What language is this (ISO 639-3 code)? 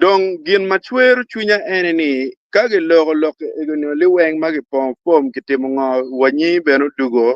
ach